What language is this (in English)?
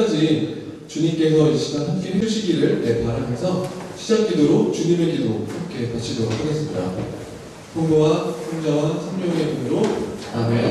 Korean